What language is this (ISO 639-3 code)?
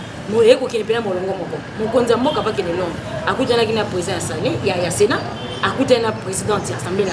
lin